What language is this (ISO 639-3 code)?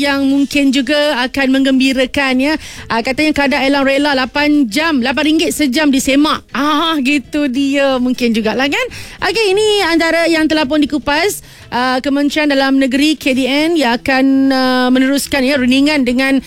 msa